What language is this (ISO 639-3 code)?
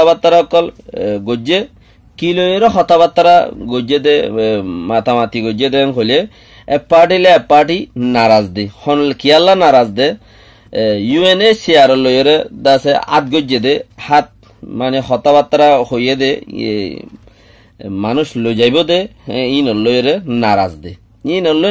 rhg